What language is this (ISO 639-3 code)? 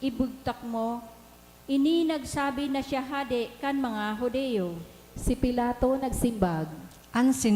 bik